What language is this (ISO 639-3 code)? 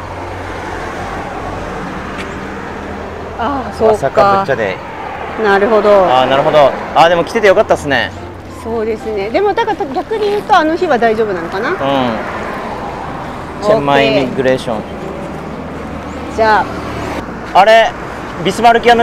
jpn